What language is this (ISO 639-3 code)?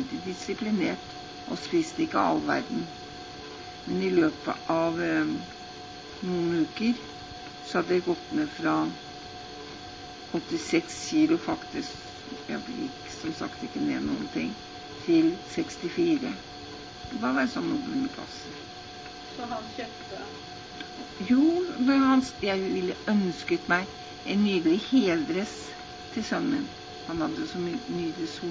nor